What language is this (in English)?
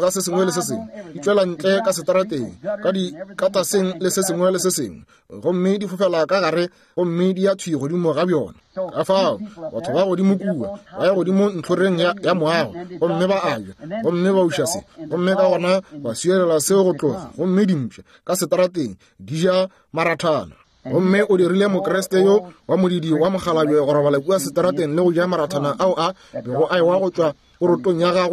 Northern Sotho